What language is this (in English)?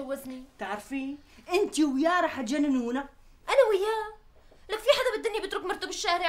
North Levantine Arabic